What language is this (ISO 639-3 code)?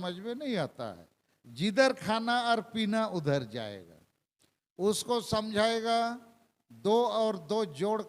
sat